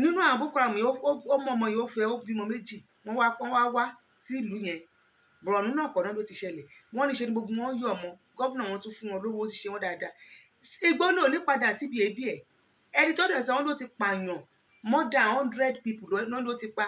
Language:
Yoruba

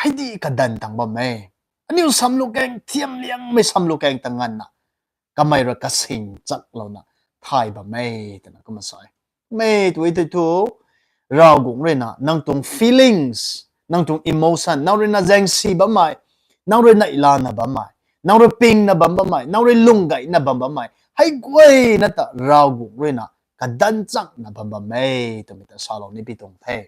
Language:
Rongmei Naga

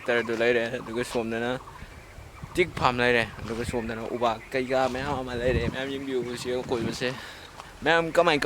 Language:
Manipuri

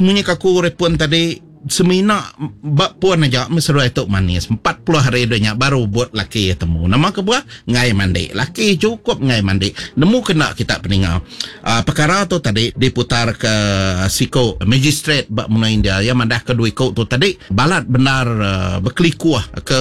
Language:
Iban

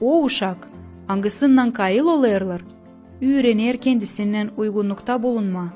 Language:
Gagauz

